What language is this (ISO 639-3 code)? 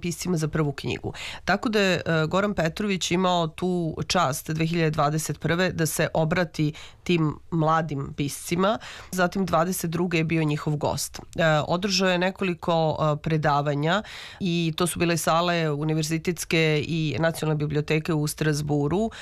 srp